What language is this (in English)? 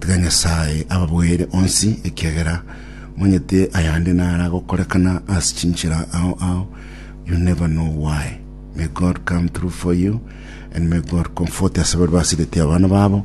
Gusii